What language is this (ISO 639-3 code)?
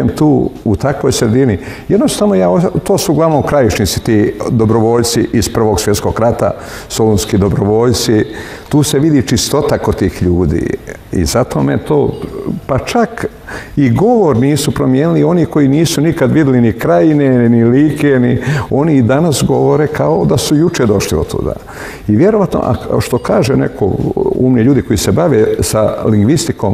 srp